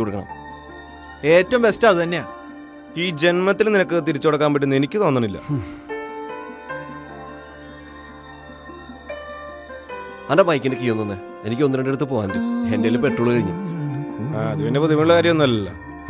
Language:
Malayalam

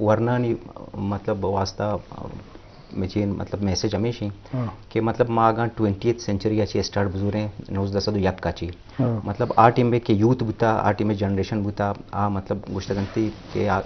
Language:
Eastern Balochi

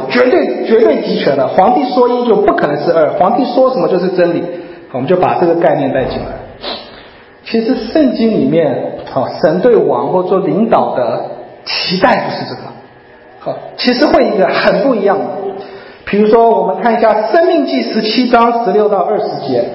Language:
Chinese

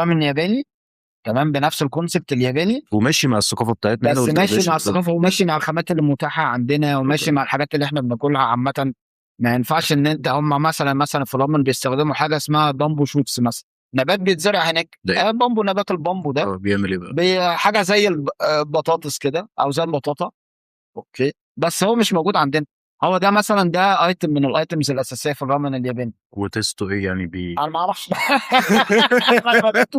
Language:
Egyptian Arabic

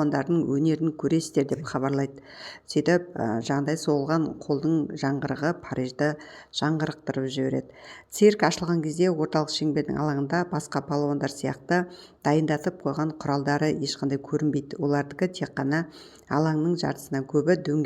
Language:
Kazakh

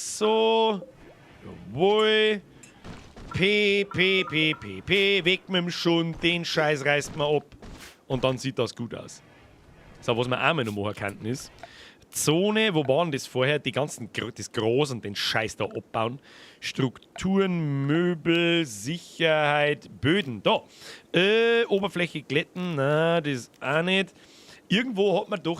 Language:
Bavarian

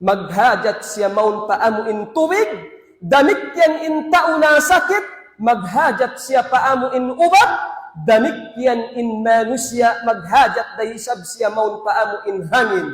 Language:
Tausug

